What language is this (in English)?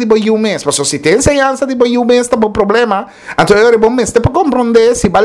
Papiamento